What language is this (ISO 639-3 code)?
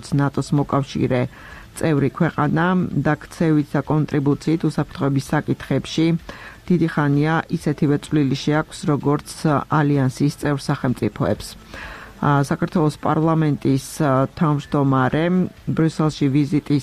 kat